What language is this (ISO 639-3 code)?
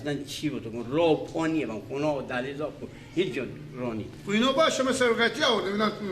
fas